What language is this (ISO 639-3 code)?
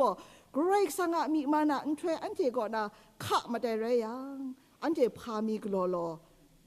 kac